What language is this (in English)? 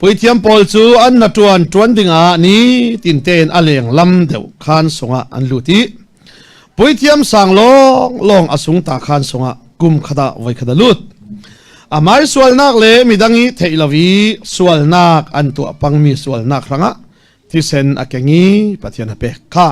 Falam Chin